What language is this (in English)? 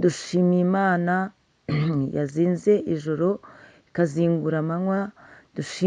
Kinyarwanda